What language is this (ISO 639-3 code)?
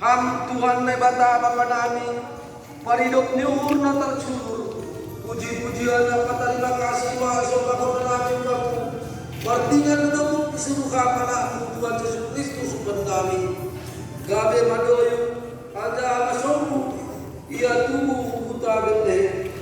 bts